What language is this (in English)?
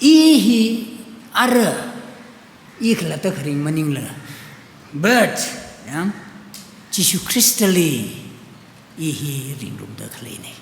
Tangkhul Naga (India)